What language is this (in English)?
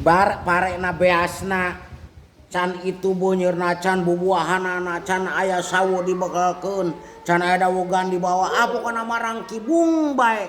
Sundanese